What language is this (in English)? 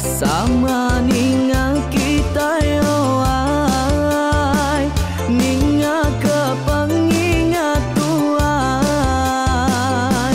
Iban